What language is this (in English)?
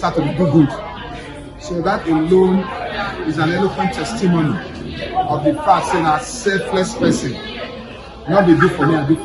Nigerian Pidgin